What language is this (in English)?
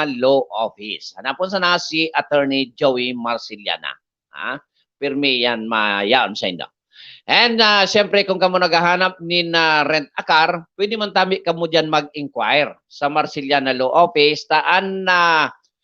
Bikol